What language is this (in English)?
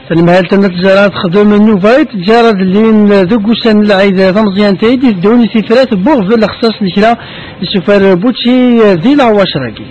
Kabyle